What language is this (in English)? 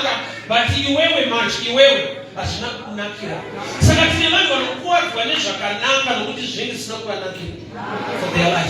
Shona